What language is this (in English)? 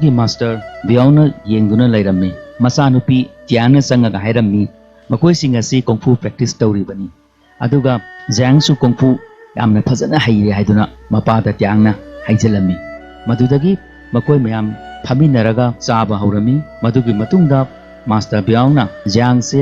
Manipuri